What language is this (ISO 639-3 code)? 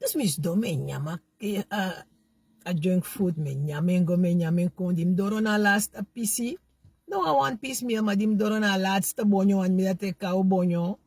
srn